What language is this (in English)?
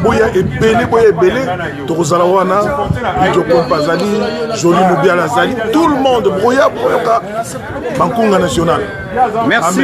Lingala